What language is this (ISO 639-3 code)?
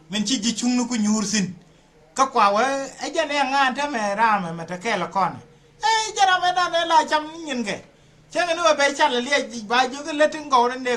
nus